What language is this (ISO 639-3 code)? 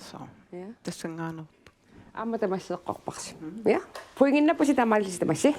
kal